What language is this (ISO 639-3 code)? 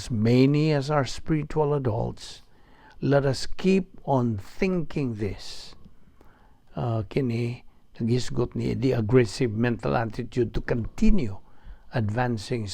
ceb